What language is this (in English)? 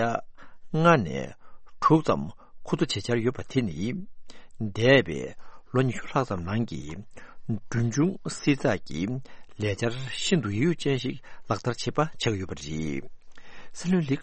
Tibetan